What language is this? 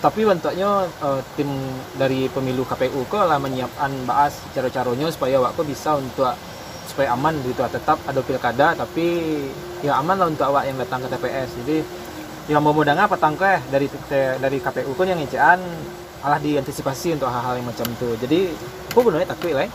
Minangkabau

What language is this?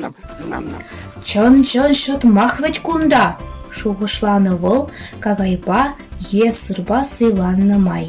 Chuvash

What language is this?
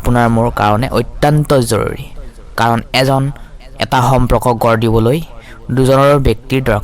Assamese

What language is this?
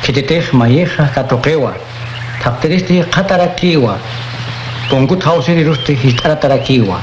Aymara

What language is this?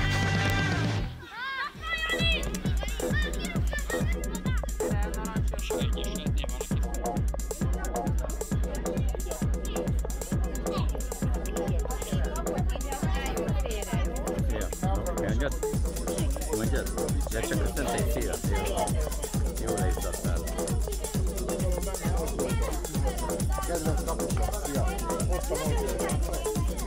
Hungarian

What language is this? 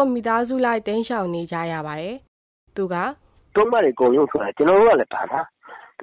Burmese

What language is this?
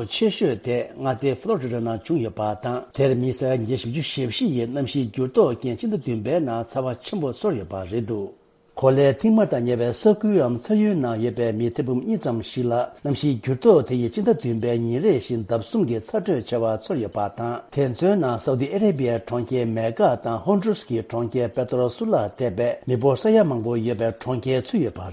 Tibetan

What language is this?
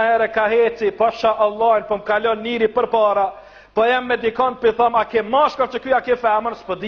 Albanian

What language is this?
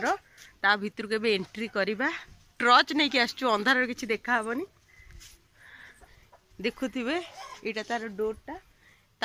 Odia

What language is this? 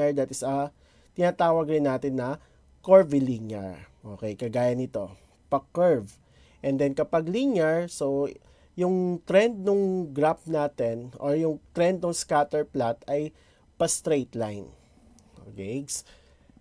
Filipino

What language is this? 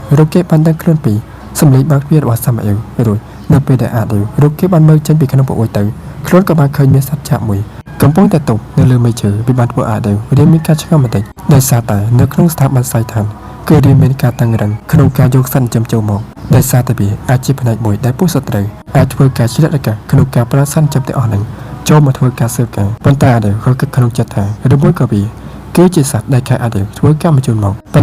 Khmer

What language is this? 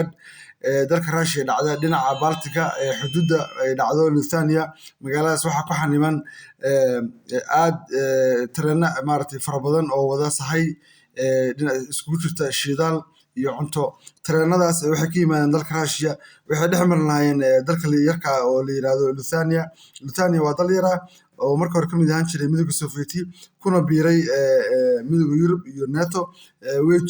Somali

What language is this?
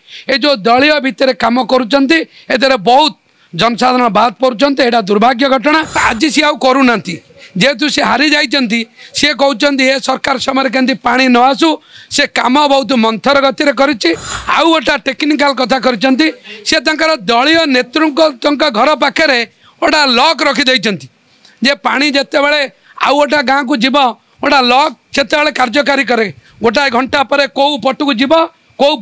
Odia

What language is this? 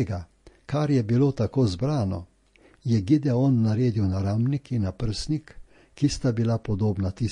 Slovenian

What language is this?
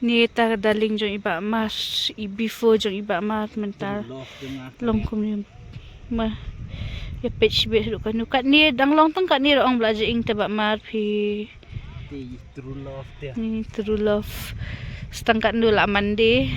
Khasi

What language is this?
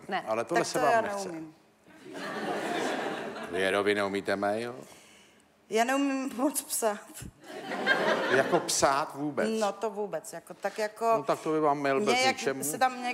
Czech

